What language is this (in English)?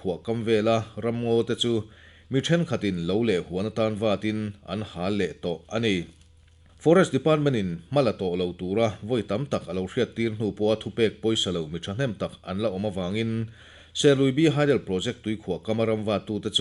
Mizo